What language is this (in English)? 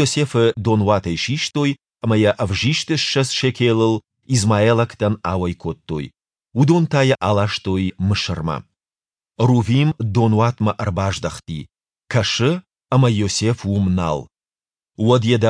Ossetic